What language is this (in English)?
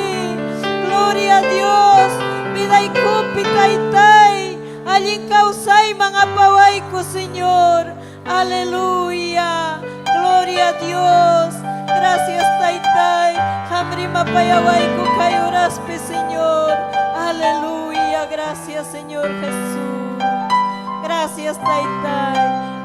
Ayacucho Quechua